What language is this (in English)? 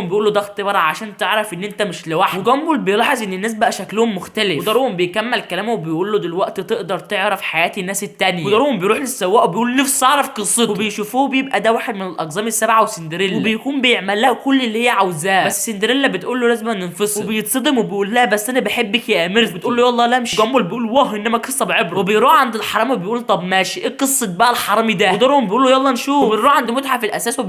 Egyptian Arabic